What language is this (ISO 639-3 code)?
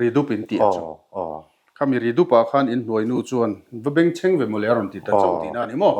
lus